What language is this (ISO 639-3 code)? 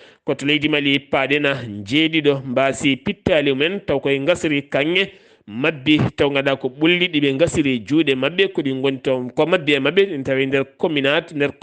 ful